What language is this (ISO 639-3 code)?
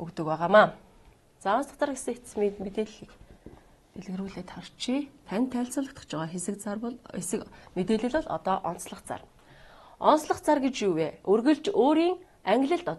mon